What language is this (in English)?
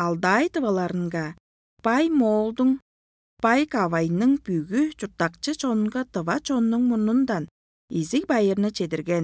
Tuvinian